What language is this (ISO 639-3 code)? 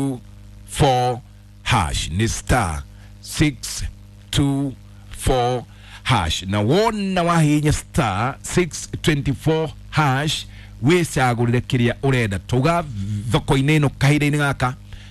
kik